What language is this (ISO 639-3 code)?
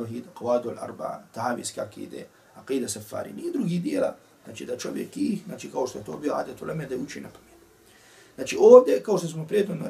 bos